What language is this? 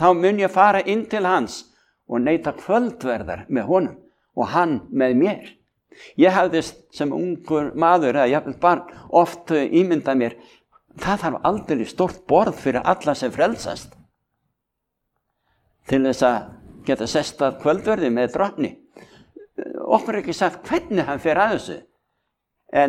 Icelandic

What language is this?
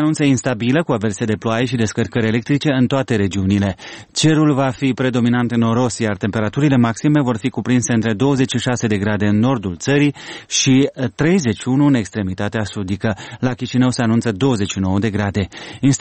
Romanian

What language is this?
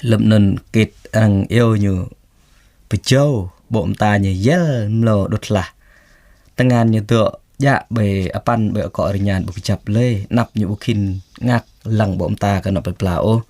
Jarai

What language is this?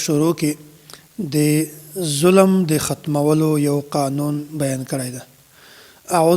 Pashto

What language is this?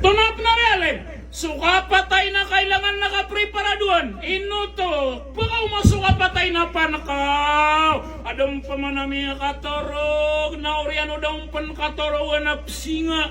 Maranao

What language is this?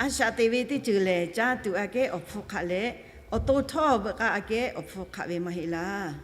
Lahu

